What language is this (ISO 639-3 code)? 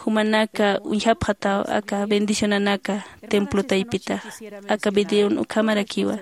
aym